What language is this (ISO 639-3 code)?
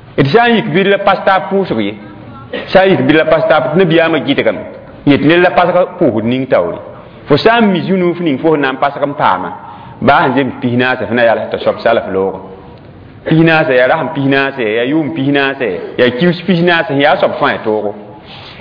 mos